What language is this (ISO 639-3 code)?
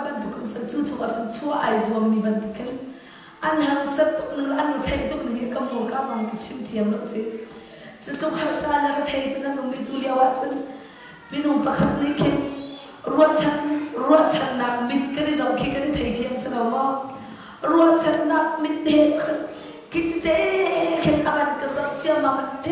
cnh